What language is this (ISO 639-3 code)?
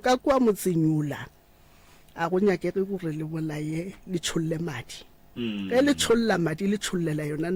nso